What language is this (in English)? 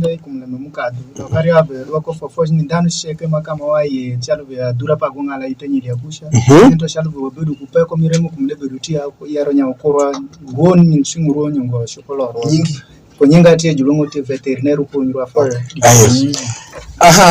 Alur